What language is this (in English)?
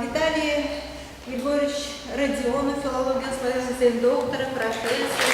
Chuvash